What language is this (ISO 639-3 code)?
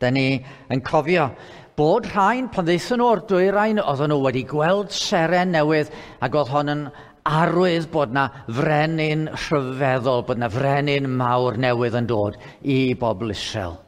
cym